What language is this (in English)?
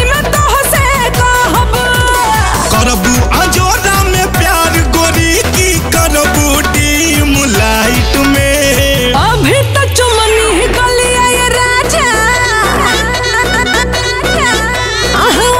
Bhojpuri